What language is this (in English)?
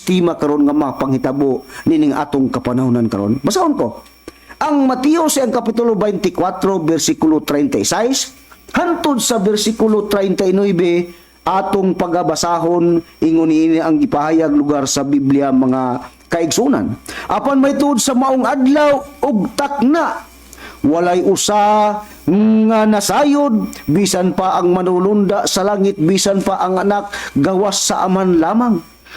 Cebuano